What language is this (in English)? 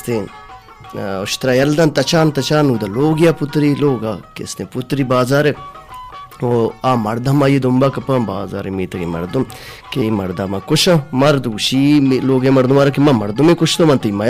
Baluchi